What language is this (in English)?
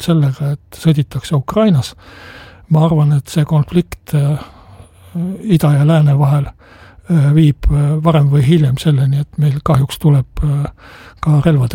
Estonian